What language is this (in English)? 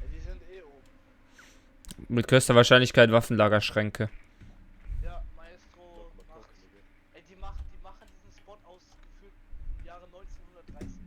Swiss German